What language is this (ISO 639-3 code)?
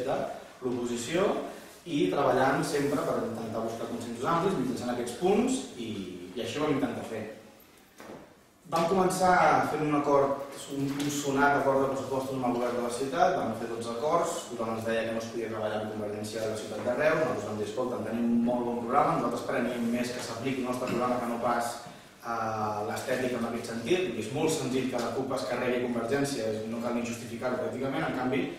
cat